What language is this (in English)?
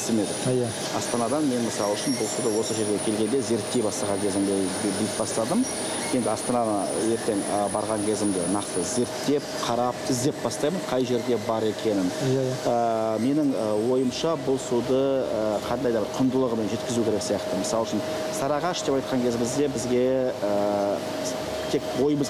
Kazakh